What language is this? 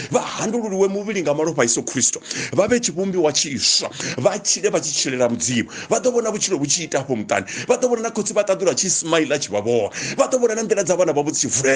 Venda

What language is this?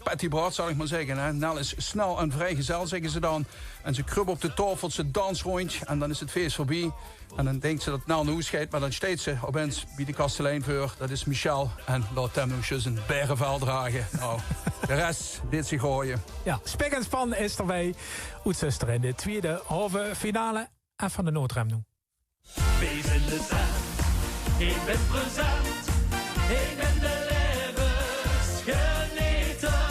Limburgish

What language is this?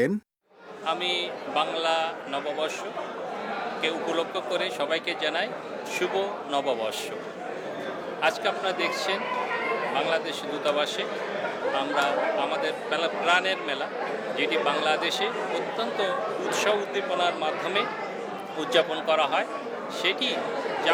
Bangla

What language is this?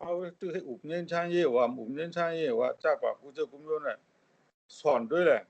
Shan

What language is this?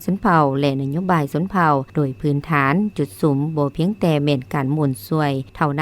Lao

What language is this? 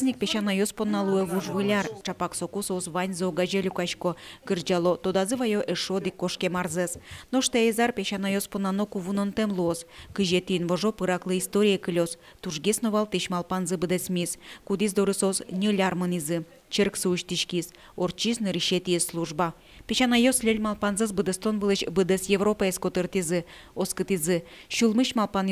Udmurt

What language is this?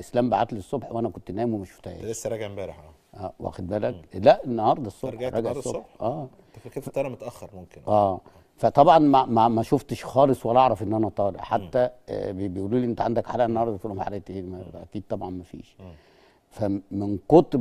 Egyptian Arabic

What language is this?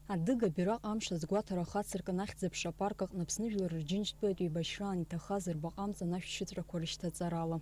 Abkhazian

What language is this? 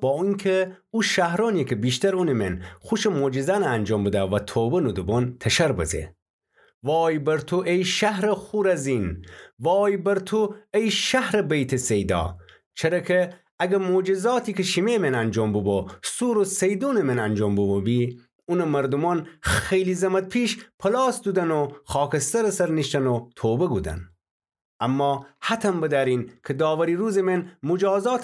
Gilaki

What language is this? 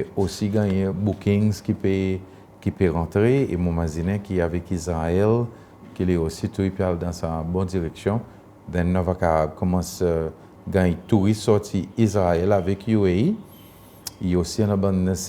Seselwa Creole French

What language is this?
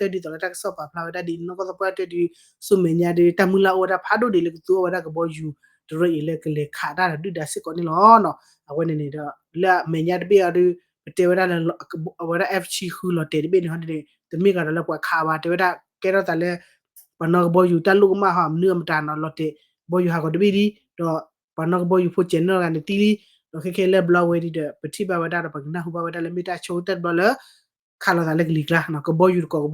S'gaw Karen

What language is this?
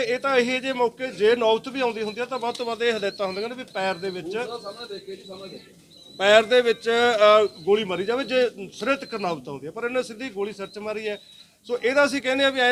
Punjabi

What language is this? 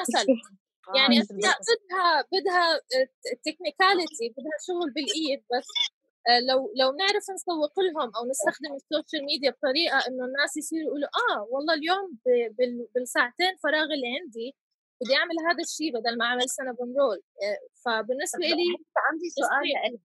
North Levantine Arabic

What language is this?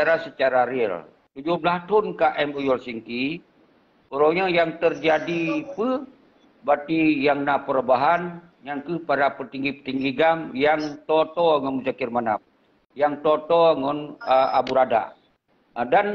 Achinese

